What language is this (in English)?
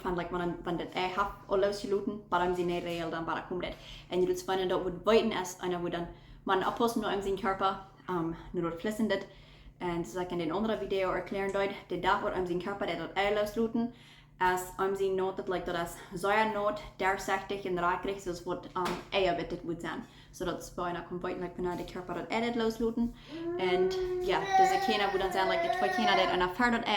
Plautdietsch